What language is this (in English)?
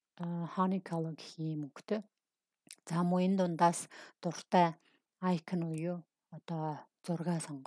Mongolian